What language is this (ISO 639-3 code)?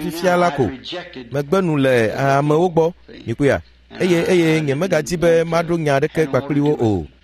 ewe